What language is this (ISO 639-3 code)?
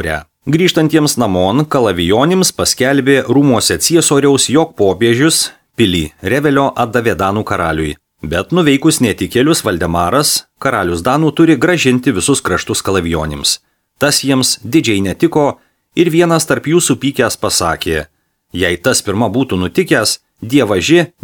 lit